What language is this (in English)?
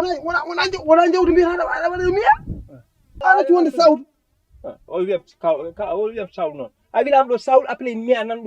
Fula